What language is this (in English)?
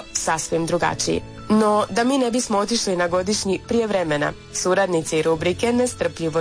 Croatian